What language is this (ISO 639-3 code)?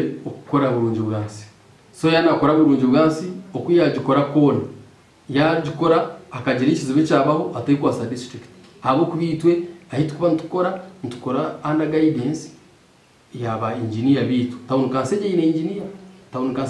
nyn